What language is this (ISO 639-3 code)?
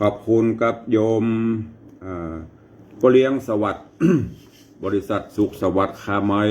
nod